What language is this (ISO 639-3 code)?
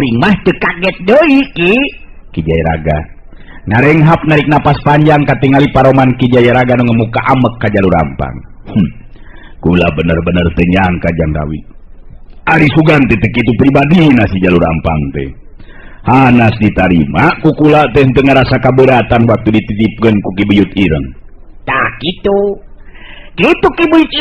sun